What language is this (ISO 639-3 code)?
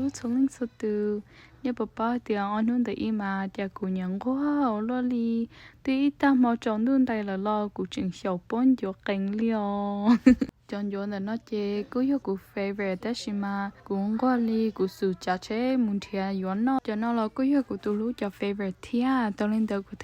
hmn